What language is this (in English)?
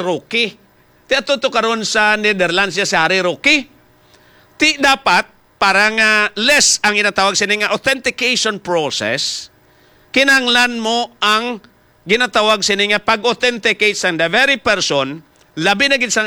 Hiligaynon